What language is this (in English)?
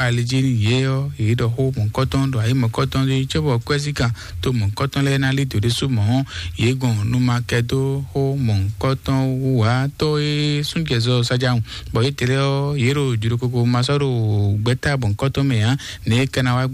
Fon